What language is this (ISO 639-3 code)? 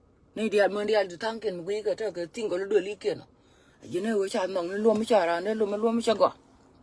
nus